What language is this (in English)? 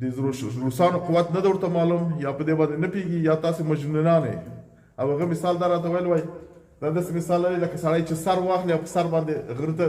Pashto